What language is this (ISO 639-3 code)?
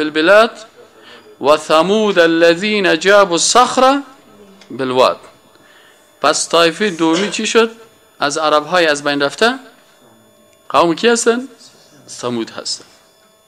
fas